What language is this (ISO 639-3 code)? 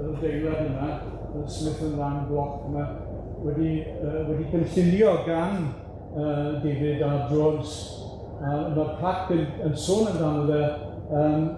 cym